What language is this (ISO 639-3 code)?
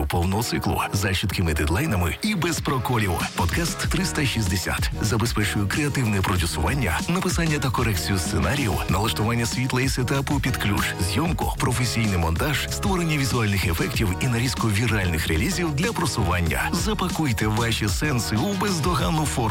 ukr